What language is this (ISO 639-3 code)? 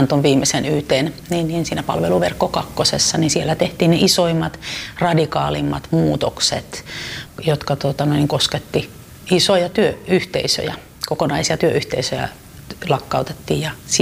fin